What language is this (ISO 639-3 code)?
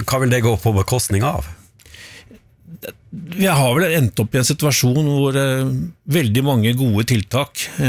nor